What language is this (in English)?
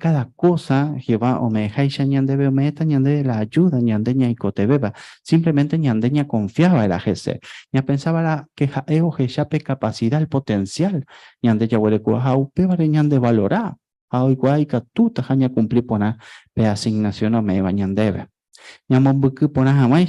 Guarani